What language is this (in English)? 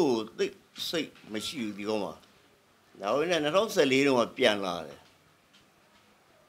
Burmese